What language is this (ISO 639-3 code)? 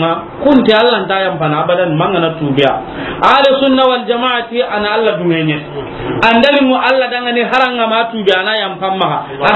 snk